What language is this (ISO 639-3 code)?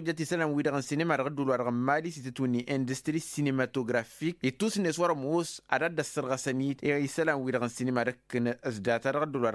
taq